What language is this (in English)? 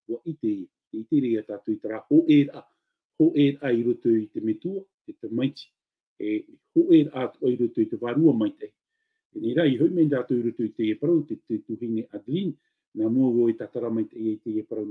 Tahitian